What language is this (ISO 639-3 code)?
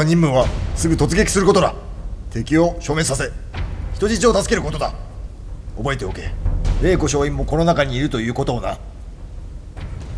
jpn